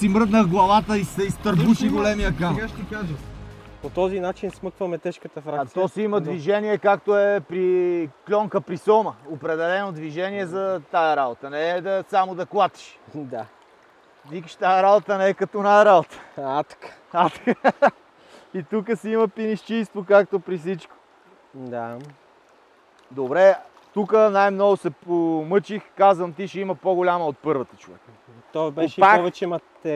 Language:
Bulgarian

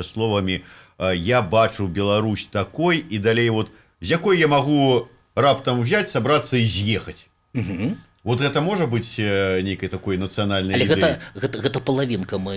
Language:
Belarusian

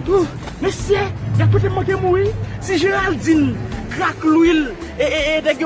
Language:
Haitian Creole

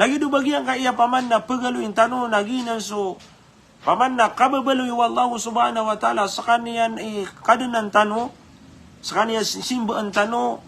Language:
Maranao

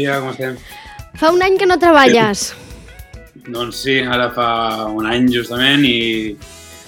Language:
Catalan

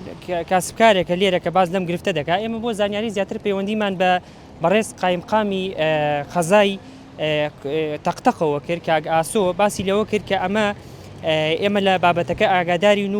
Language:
Central Kurdish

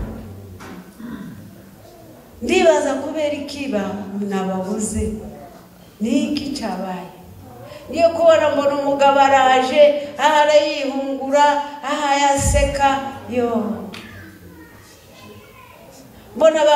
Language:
Kinyarwanda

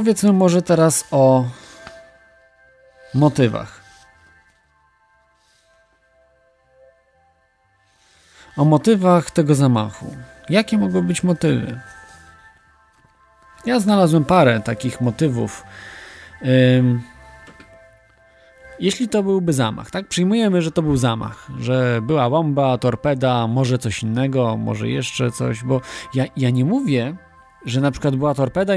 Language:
Polish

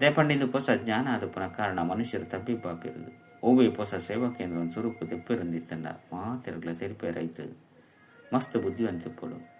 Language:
Tulu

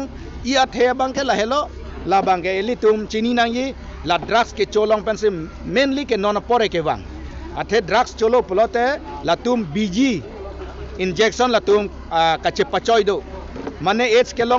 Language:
Karbi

